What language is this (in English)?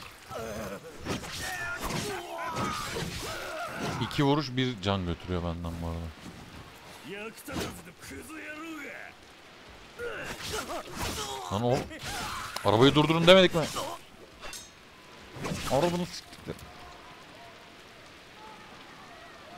Turkish